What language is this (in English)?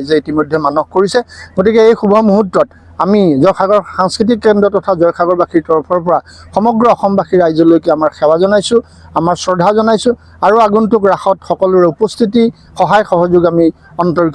Assamese